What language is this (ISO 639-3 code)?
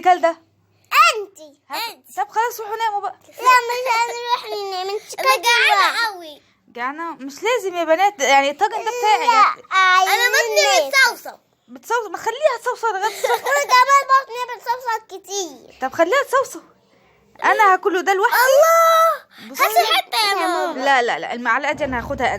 arz